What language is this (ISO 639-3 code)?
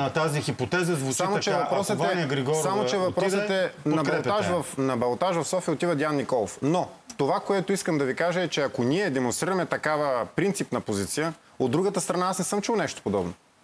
bul